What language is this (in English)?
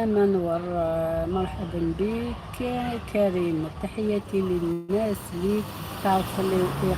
Algerian Arabic